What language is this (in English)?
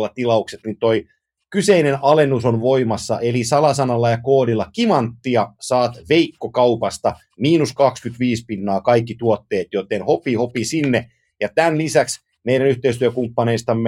Finnish